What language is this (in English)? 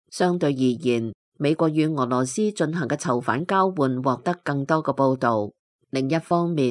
Cantonese